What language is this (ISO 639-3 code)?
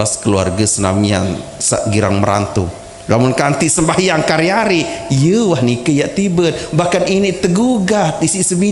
sas